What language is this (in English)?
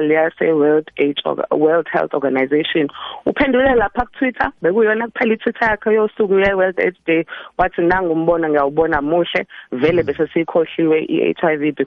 South Ndebele